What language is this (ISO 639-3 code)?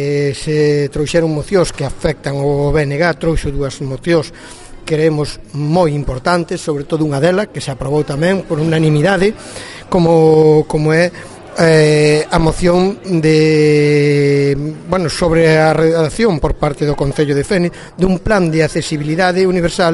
glg